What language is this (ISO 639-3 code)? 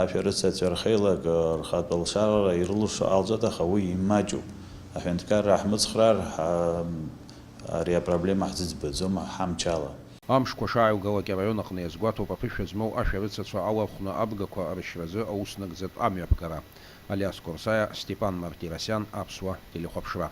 abk